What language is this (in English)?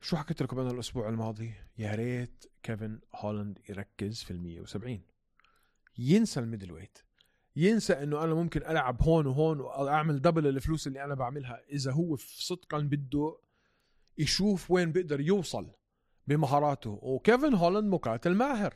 North Levantine Arabic